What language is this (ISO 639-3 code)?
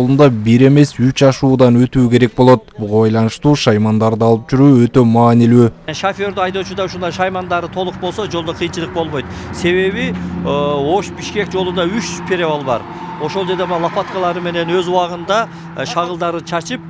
kir